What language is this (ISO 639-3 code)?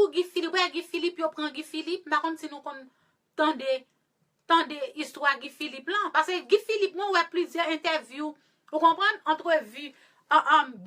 hat